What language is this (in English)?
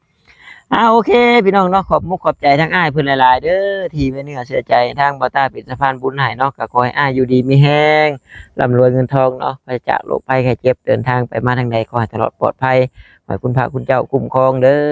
Northeastern Thai